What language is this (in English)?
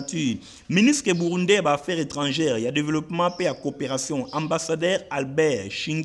Lingala